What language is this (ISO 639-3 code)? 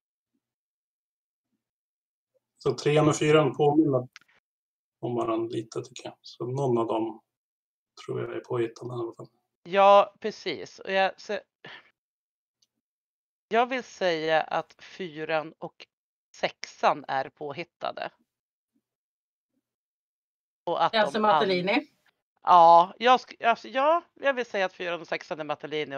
swe